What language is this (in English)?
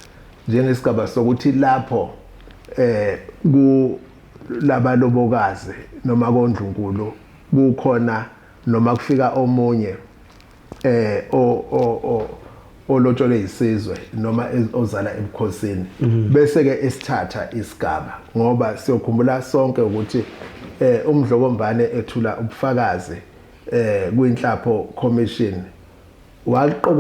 Zulu